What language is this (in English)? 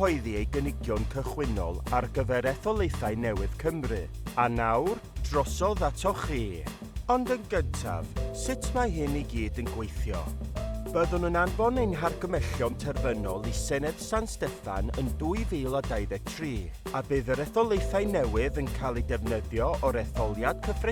Welsh